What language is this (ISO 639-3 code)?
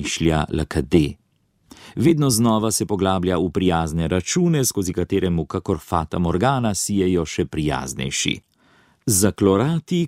slv